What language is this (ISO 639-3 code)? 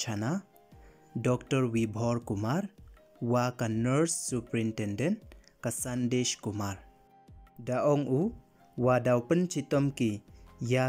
pbv